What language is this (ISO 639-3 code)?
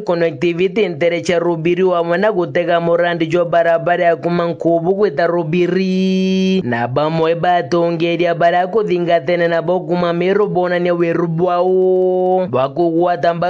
mer